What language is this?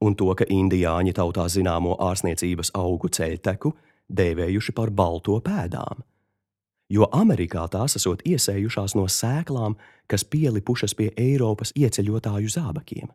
Latvian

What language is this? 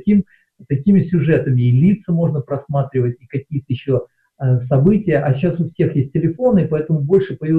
Russian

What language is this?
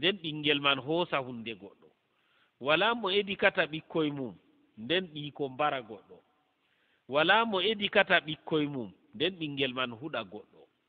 Fula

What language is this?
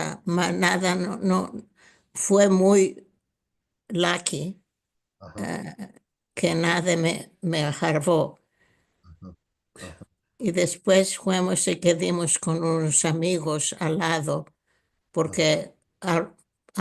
Ladino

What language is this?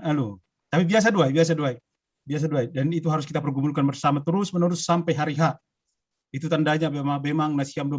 Batak Simalungun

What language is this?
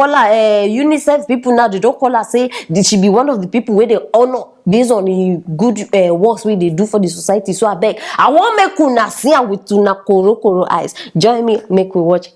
Nigerian Pidgin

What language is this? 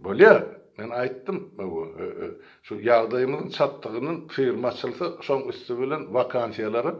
Turkmen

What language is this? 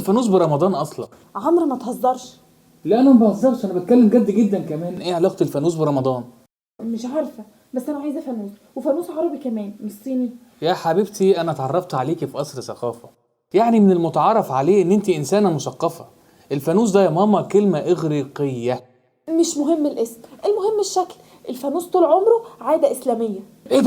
Egyptian Arabic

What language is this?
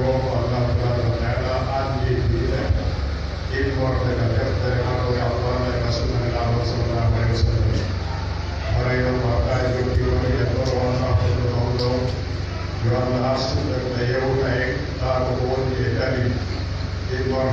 Pular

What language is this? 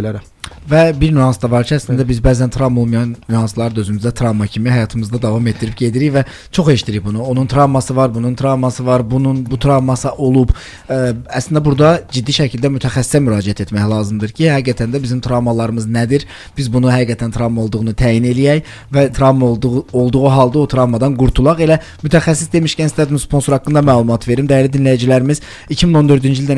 Azerbaijani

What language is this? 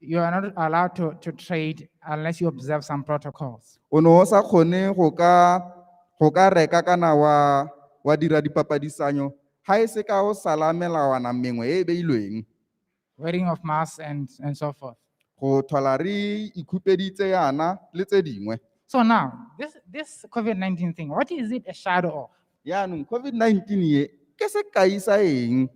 Tswana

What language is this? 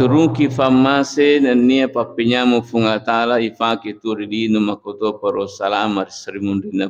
Buginese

